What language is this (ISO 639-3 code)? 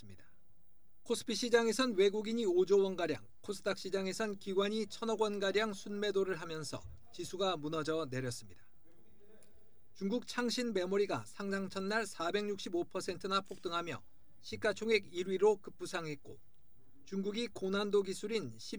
kor